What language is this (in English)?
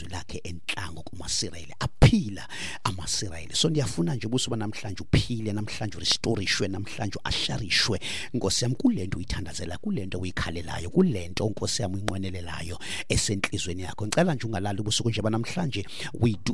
Xhosa